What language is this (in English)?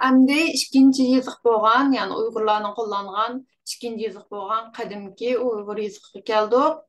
Uyghur